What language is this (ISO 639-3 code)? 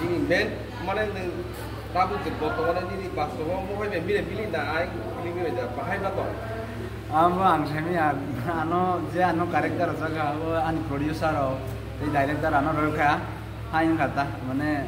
trp